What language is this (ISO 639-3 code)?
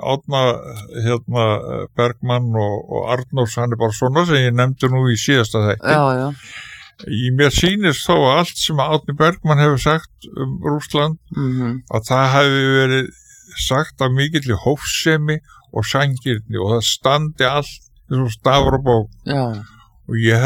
isl